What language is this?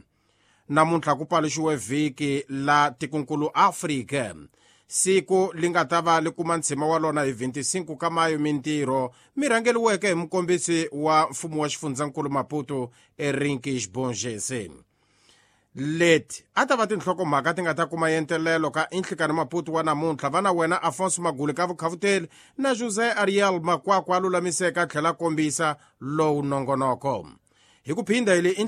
Tsonga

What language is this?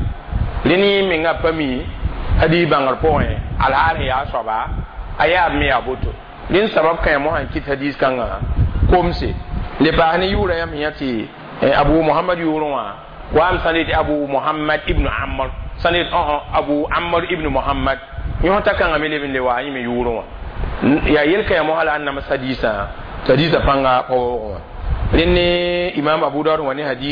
Mossi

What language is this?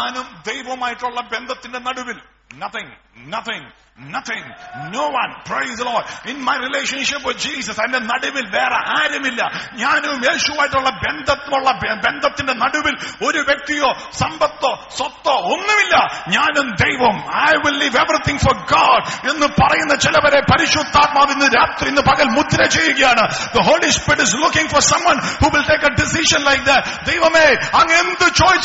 Malayalam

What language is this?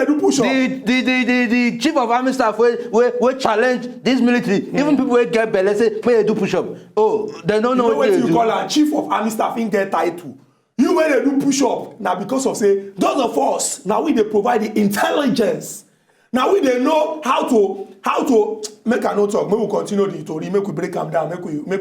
Nigerian Pidgin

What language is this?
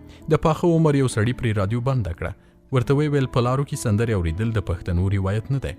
Pashto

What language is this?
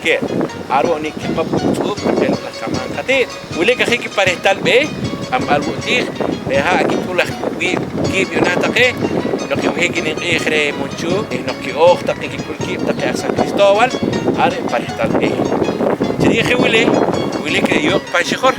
Poqomchi'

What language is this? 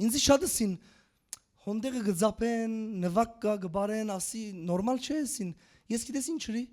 Western Armenian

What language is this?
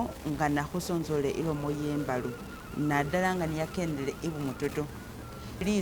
Masaaba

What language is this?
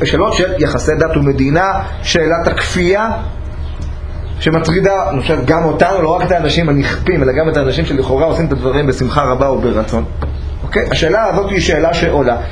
Hebrew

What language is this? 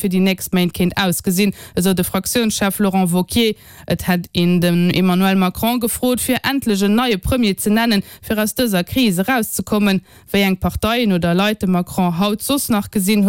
Luxembourgish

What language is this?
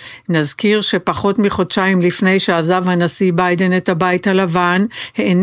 Hebrew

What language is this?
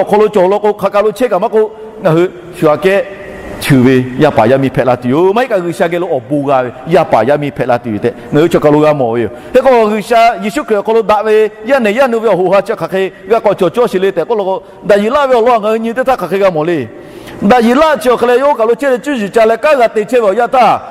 Lahu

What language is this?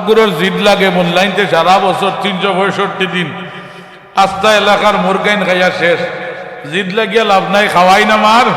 Sylheti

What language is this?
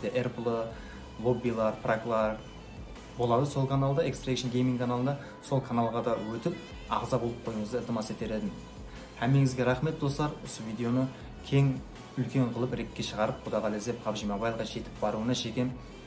Kara-Kalpak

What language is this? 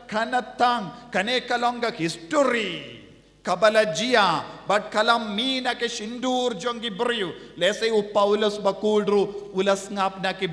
Khasi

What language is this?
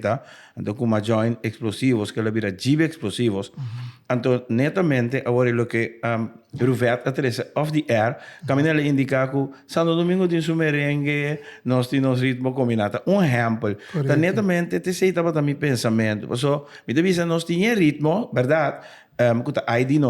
Papiamento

